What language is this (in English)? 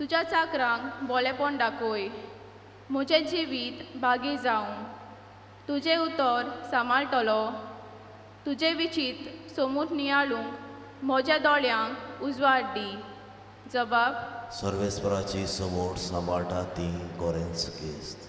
Konkani